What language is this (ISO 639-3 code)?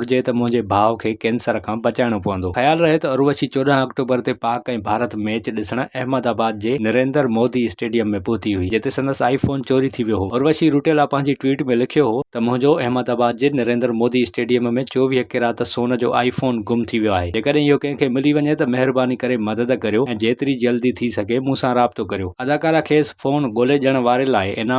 snd